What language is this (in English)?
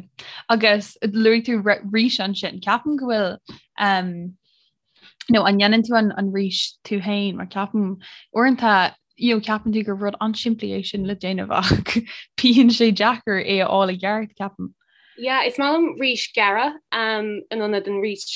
Irish